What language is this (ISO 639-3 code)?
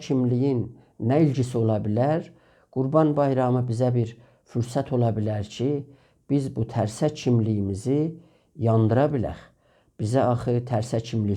azb